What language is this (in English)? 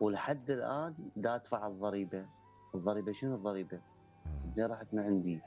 Mesopotamian Arabic